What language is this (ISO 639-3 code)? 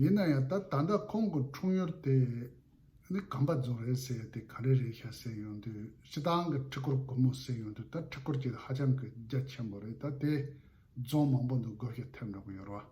bod